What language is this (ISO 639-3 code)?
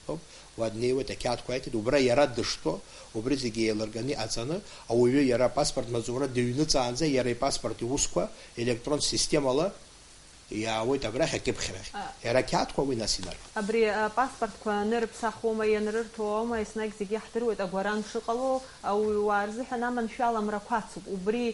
abk